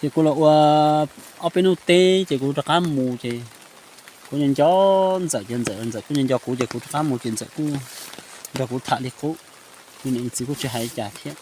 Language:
Hmong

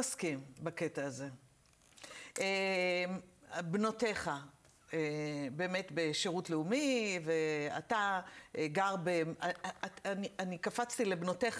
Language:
Hebrew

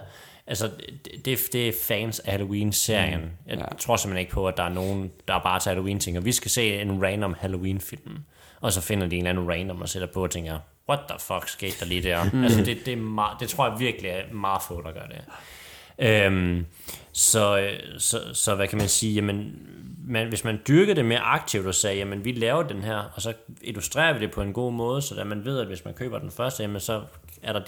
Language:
Danish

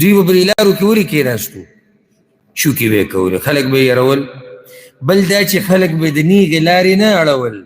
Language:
Pashto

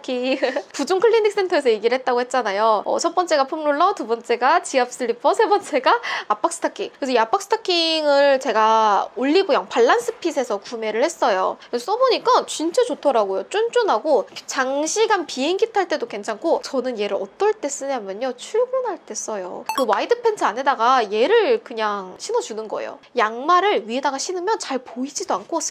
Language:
Korean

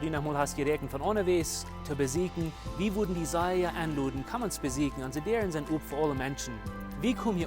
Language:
Plautdietsch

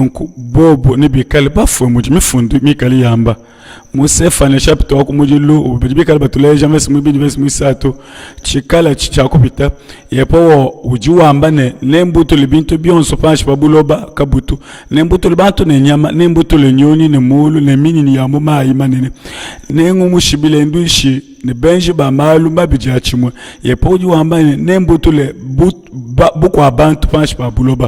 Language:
Luba-Lulua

